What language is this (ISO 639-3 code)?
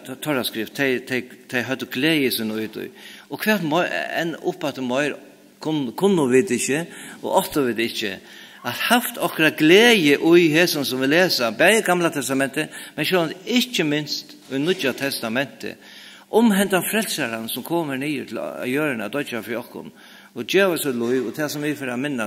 fao